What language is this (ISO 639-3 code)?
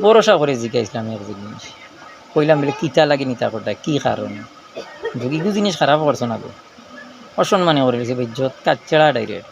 syl